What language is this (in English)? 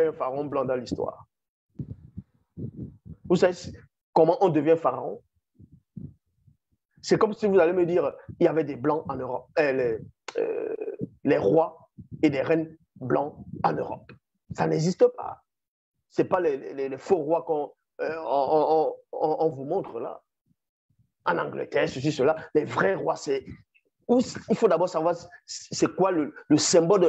French